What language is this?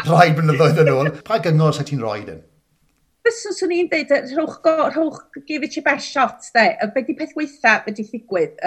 Welsh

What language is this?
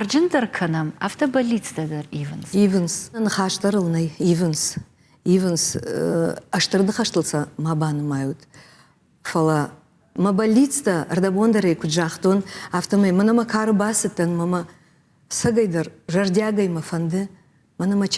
Ossetic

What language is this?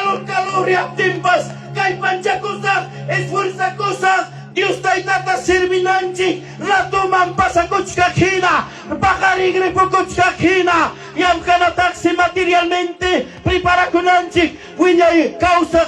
Ayacucho Quechua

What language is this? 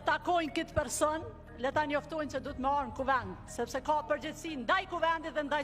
Albanian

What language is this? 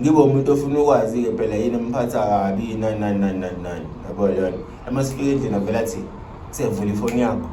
Zulu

